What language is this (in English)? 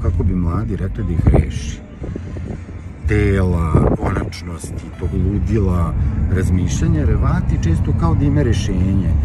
Serbian